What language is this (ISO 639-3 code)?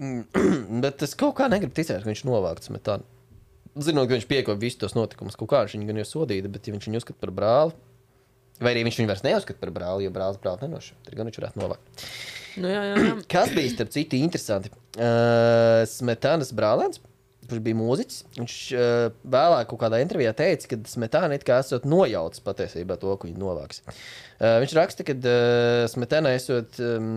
lav